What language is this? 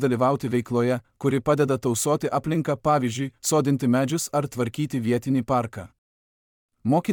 Lithuanian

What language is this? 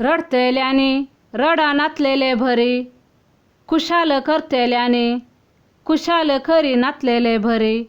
Konkani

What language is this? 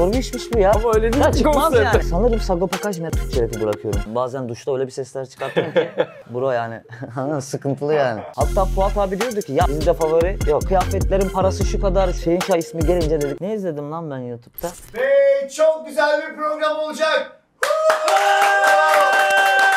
Turkish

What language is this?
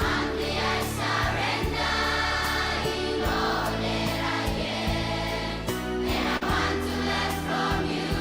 Gilbertese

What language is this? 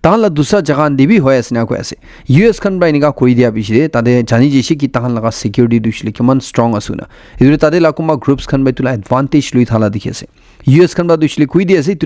Naga Pidgin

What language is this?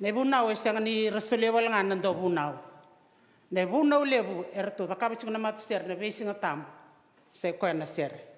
Fijian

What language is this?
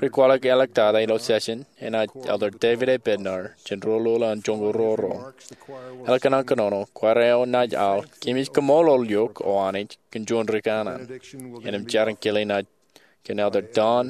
Marshallese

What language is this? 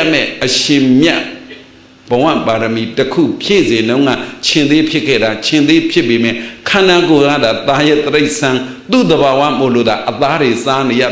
Burmese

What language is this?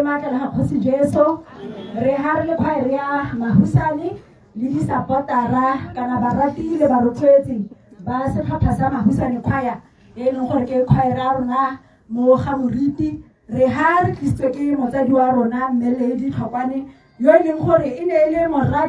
Tswana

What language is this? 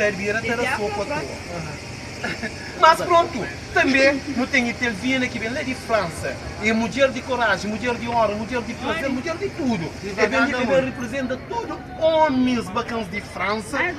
Kabuverdianu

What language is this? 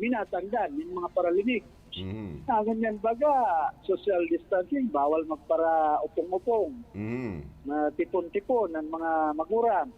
Bikol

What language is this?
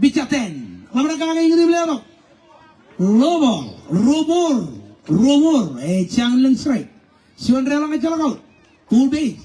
Marshallese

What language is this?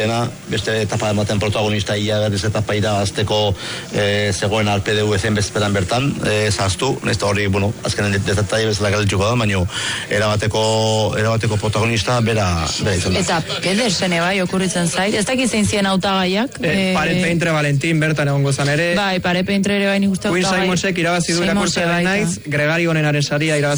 Basque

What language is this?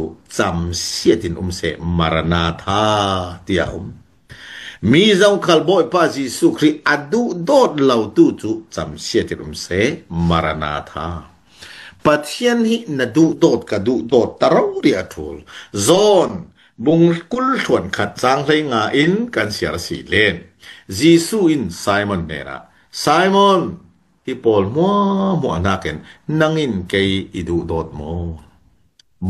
Falam Chin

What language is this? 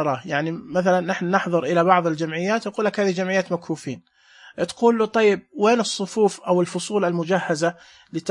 Najdi Arabic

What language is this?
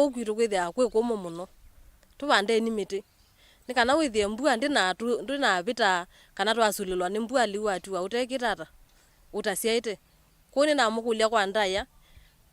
Kamba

